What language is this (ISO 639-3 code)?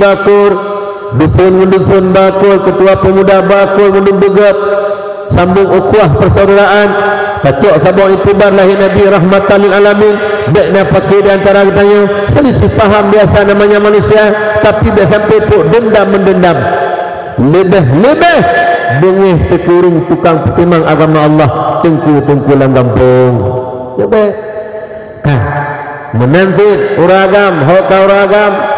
ace